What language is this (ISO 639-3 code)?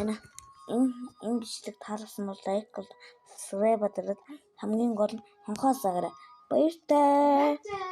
mon